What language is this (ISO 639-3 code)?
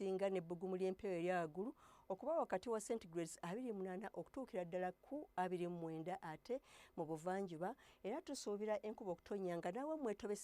lug